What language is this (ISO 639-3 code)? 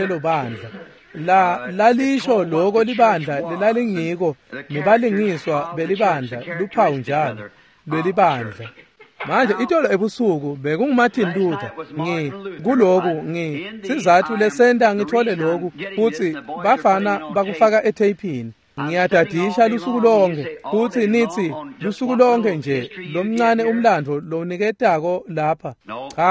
ssw